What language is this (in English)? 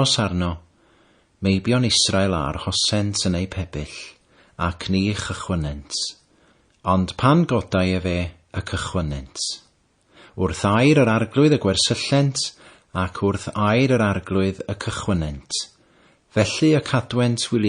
Welsh